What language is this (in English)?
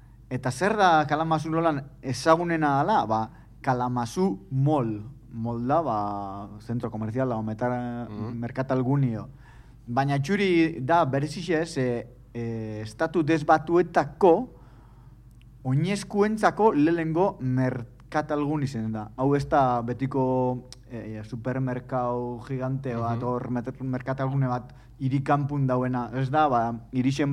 Basque